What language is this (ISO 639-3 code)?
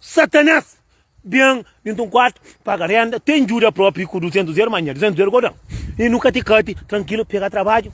kea